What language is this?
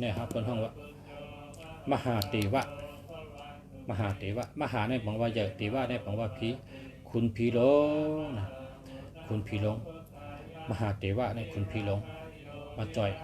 Shan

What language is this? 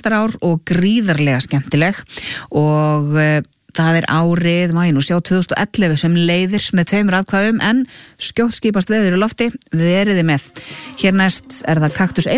Icelandic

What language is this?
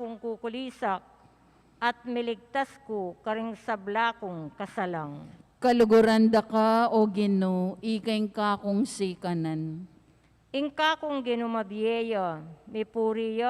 Pampanga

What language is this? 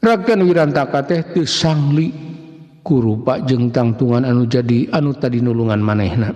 Sundanese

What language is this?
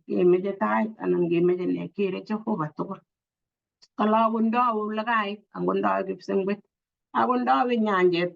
Kalenjin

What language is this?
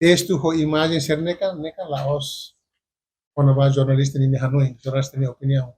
Tetum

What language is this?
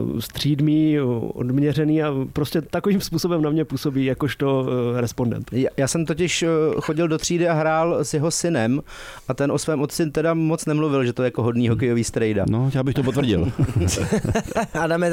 Czech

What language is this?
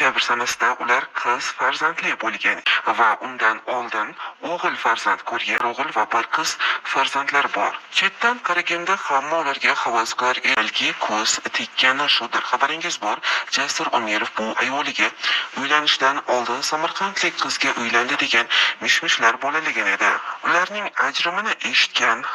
Uzbek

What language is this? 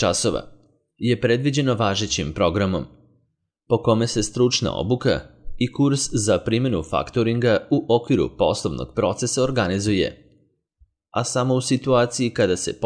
Serbian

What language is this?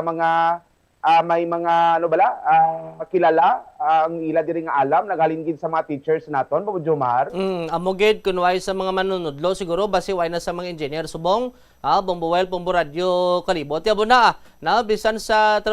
Hiligaynon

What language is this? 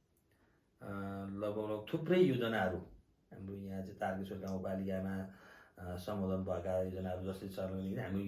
Nepali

